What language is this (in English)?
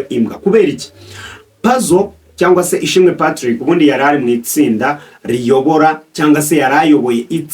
Kinyarwanda